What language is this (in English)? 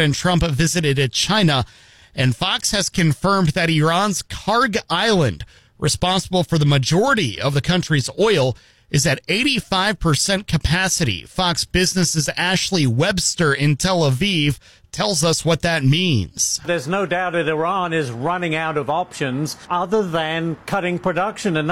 English